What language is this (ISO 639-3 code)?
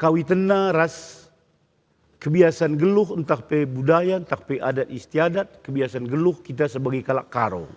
btx